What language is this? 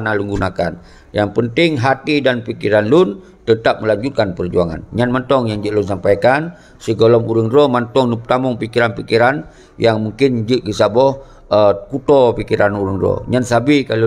Achinese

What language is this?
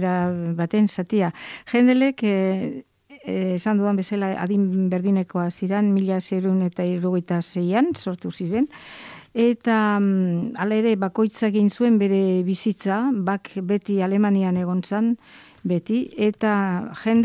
Basque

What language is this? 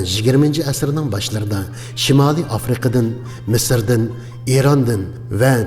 Uyghur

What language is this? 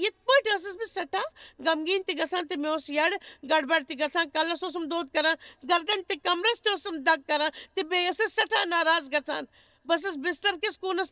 Kashmiri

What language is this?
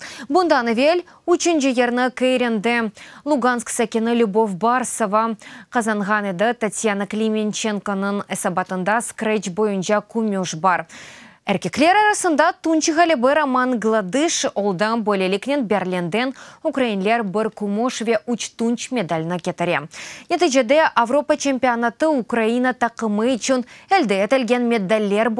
Crimean Tatar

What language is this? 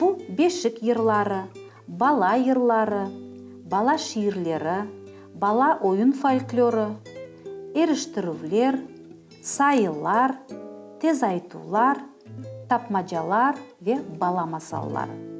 Crimean Tatar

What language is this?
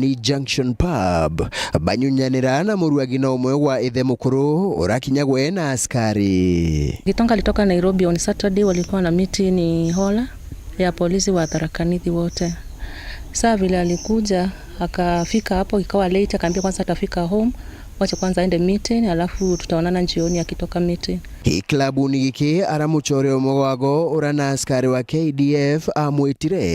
Meru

